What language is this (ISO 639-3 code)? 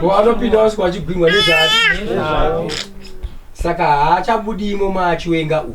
sna